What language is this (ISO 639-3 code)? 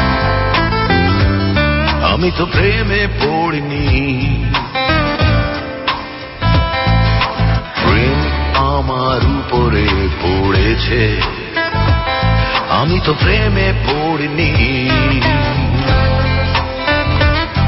ben